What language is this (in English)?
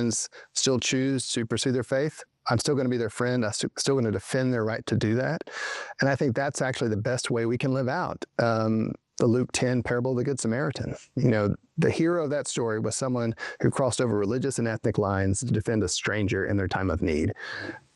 English